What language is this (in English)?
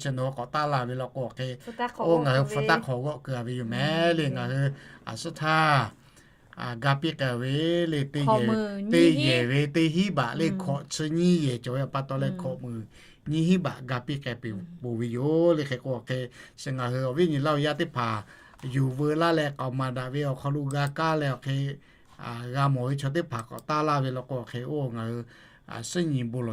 Lahu